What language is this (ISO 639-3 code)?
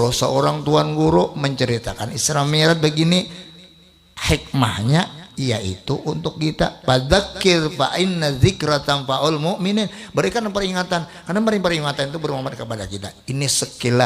bjn